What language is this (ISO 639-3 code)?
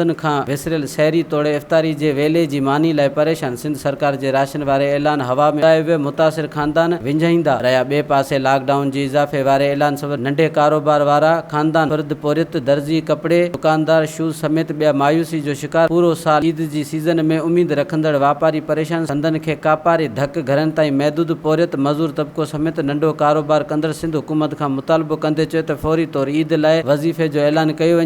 snd